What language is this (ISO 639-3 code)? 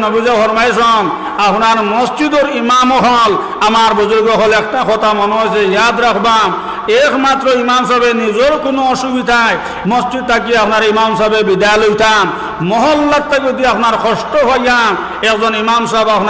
syl